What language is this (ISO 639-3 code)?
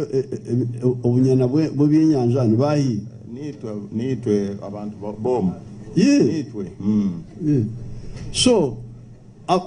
nyo